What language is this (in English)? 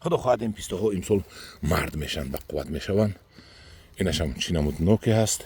Tajik